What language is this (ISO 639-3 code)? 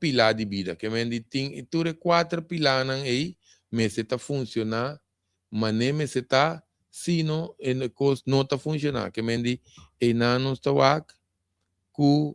pap